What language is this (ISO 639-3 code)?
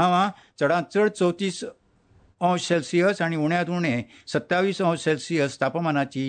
kok